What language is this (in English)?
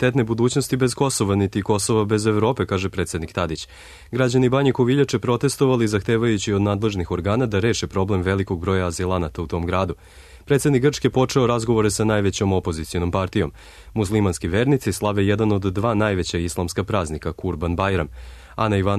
Serbian